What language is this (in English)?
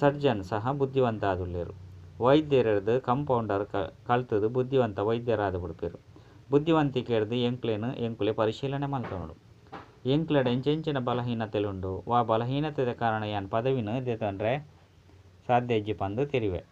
Tulu